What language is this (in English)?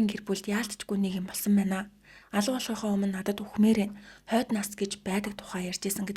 Mongolian